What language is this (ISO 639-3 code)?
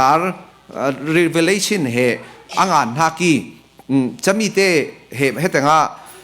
cfm